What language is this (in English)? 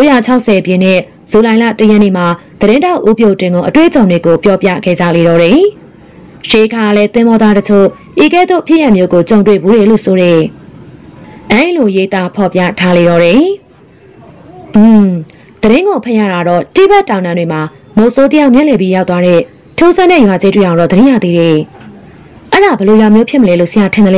Burmese